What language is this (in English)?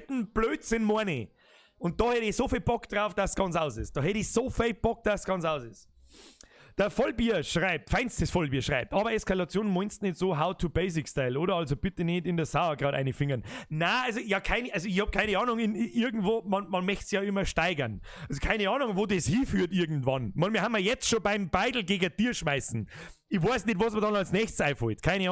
Bavarian